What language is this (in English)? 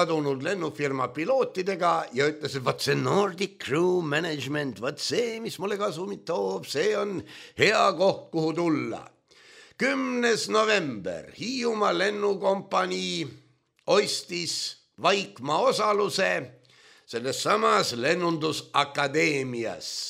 Estonian